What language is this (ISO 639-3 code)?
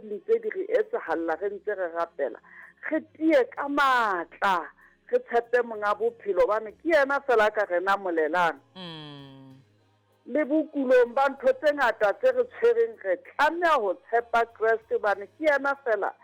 sot